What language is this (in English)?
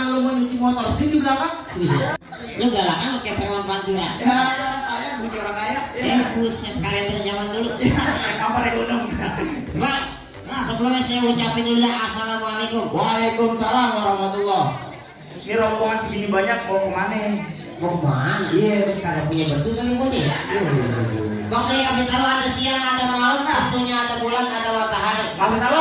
Betawi